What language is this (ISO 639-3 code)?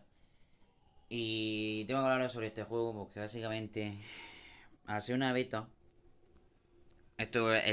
spa